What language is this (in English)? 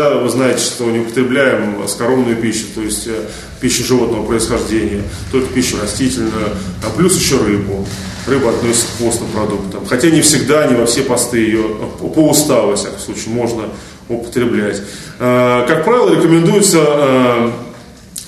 Russian